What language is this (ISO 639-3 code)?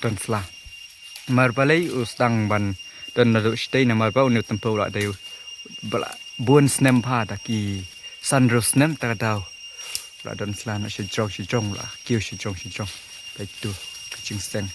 kha